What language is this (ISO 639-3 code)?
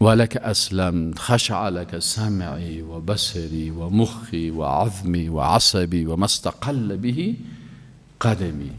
fas